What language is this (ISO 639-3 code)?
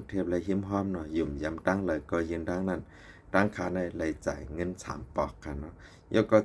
shn